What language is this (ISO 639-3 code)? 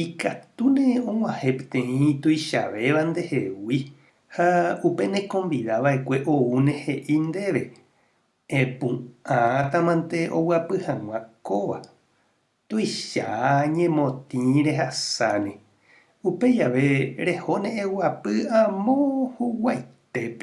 grn